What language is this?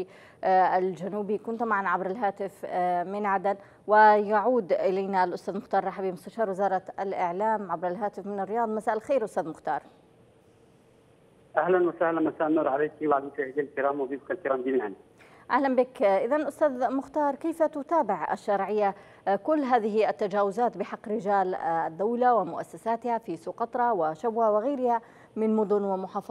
Arabic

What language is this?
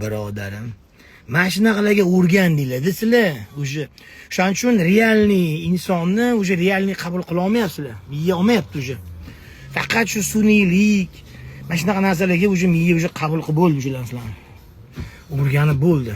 Uzbek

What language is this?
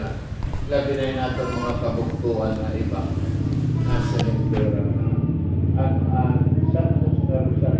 Waray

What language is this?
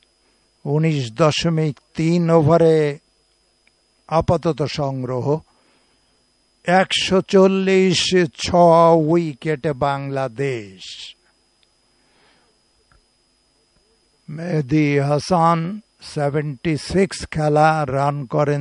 Bangla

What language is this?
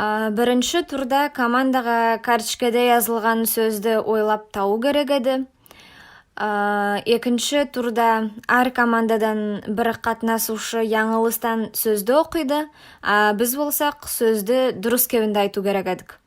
Nogai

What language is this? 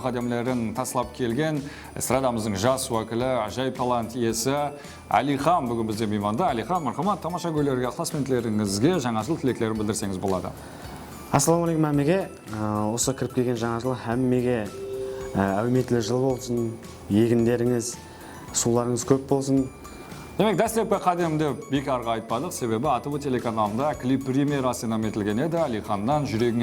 Kara-Kalpak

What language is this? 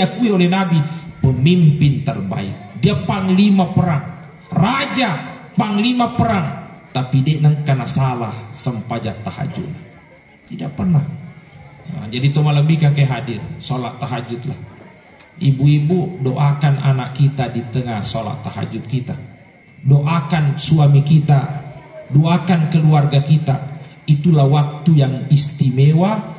Buginese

